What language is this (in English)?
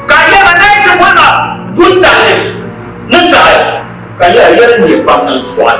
Dagbani